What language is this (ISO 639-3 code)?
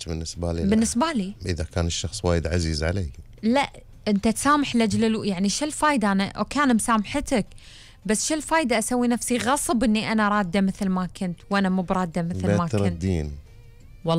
afb